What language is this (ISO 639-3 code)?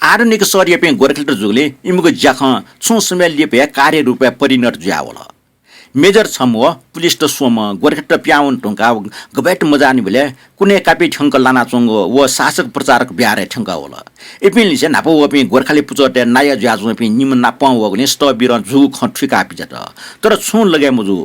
new